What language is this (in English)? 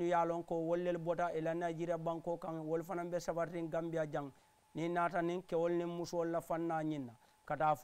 Mandingo